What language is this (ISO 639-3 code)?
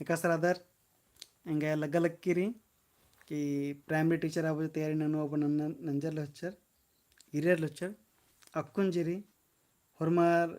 kru